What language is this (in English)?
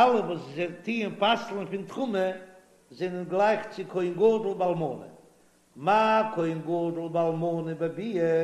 Yiddish